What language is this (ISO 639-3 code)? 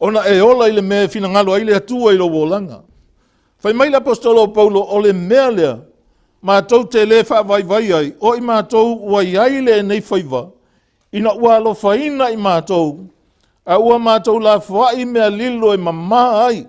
smo